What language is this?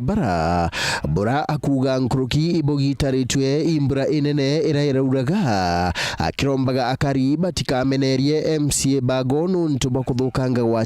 Meru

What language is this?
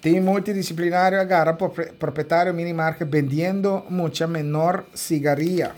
Papiamento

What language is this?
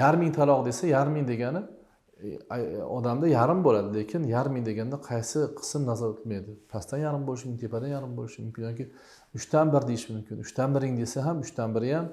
Uzbek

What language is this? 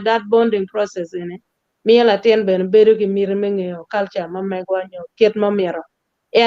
Acoli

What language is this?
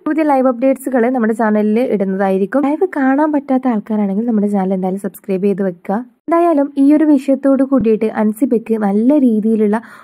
Malayalam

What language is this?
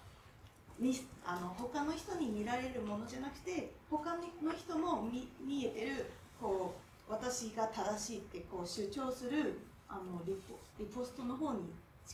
Japanese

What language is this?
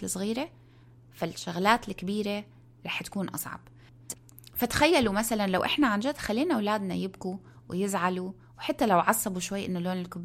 North Levantine Arabic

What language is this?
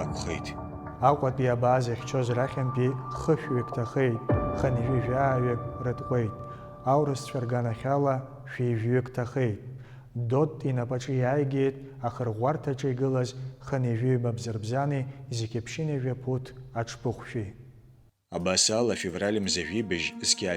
Abkhazian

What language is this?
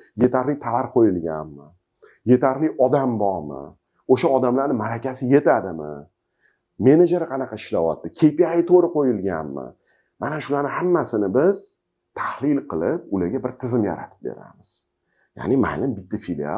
Uzbek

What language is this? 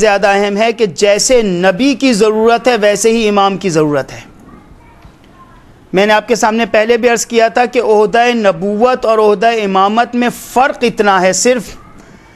Urdu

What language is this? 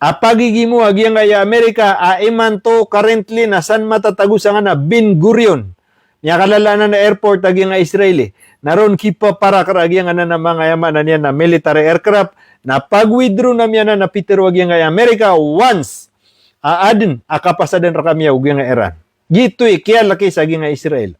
Maranao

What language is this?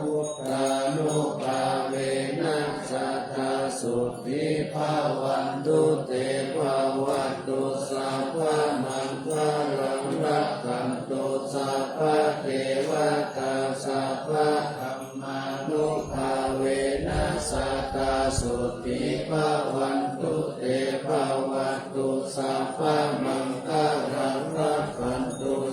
Pali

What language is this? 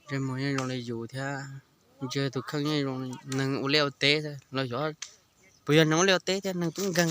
Hmong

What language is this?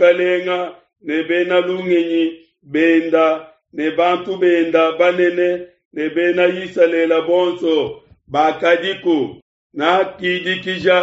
Luba-Lulua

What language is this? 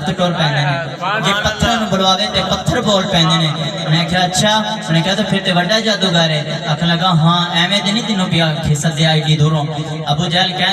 Saraiki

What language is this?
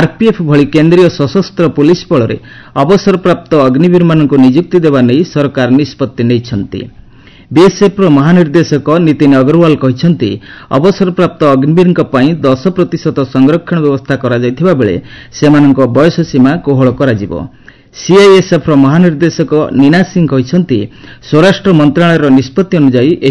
Odia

